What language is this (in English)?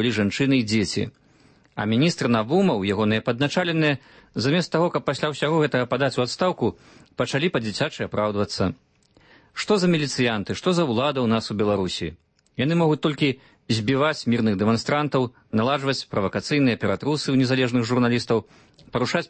Belarusian